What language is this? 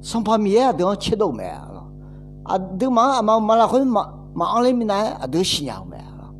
Akha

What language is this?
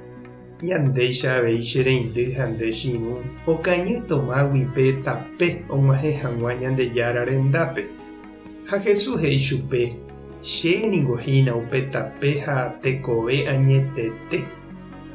Guarani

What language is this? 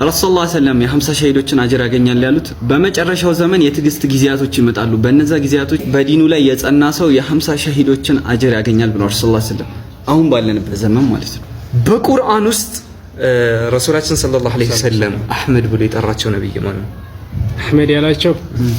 Amharic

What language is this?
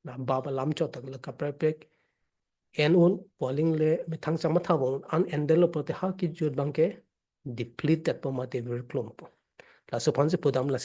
Karbi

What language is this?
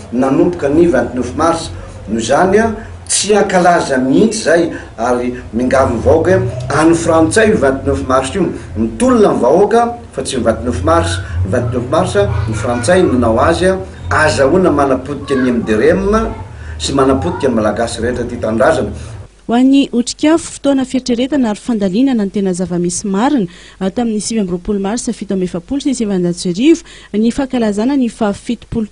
Malagasy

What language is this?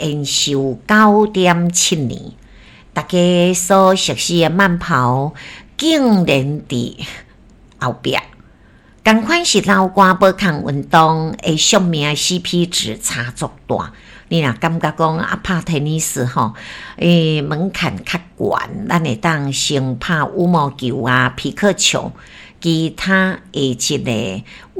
Min Nan Chinese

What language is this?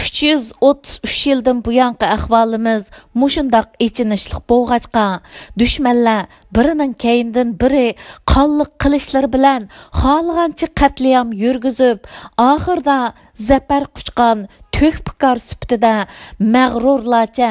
Uyghur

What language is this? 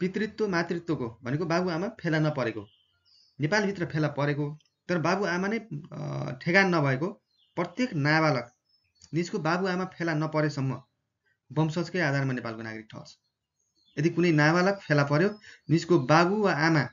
Nepali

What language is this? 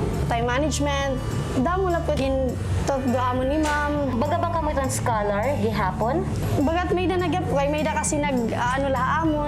Waray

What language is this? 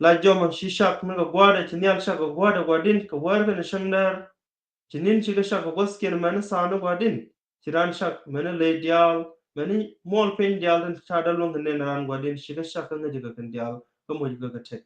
Nuer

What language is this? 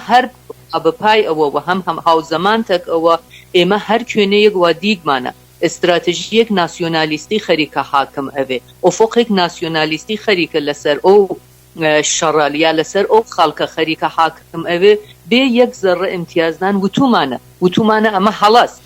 Central Kurdish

